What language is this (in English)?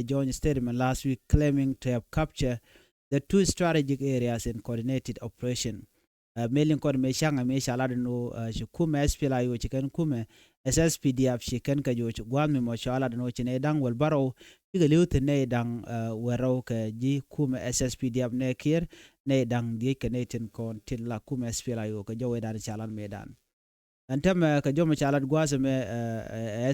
Nuer